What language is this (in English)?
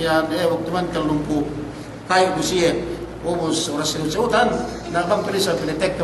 Yakan